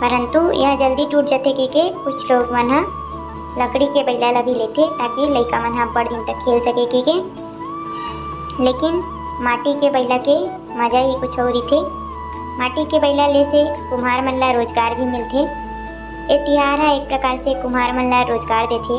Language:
Chhattisgarhi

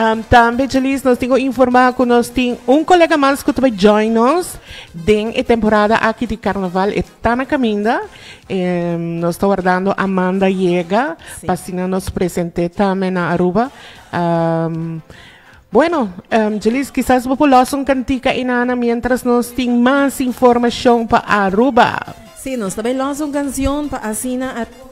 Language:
Papiamento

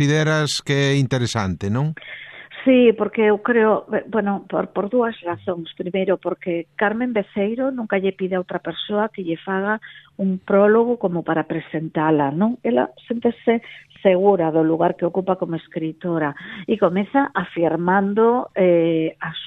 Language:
Galician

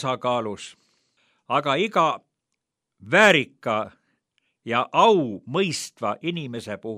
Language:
Estonian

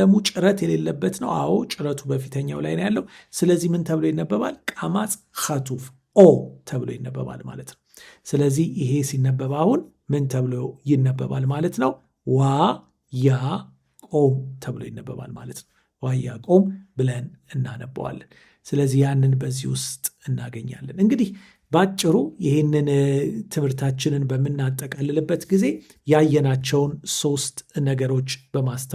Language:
Amharic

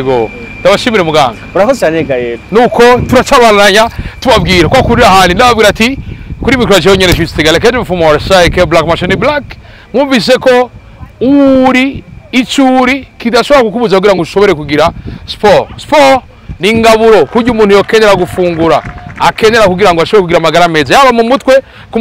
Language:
Rundi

